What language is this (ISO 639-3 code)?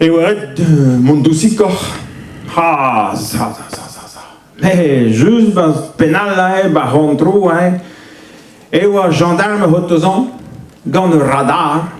bre